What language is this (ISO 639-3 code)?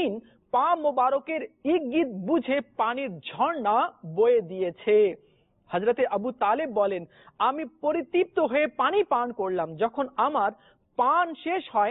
ben